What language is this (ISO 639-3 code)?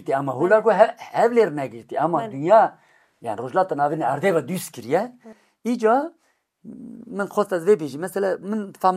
kur